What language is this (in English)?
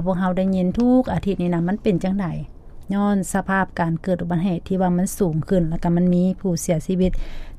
Lao